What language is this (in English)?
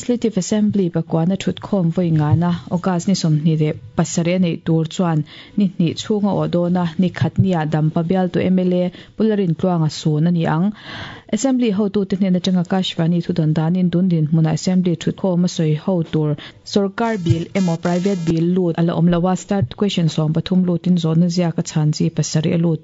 Mizo